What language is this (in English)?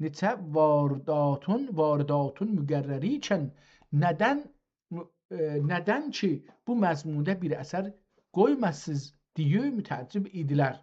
South Azerbaijani